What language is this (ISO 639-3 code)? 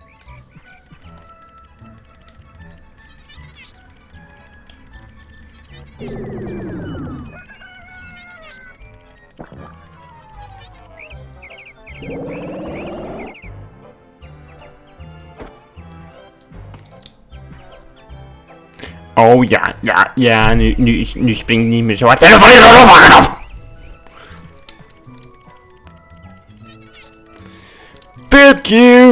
nld